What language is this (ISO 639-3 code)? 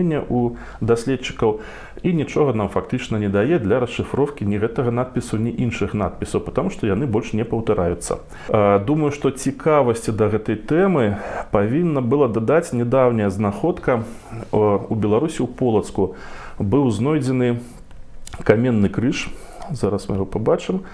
bel